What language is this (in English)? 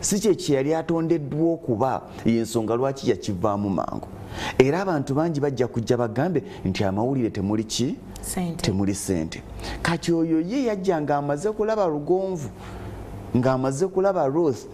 Ganda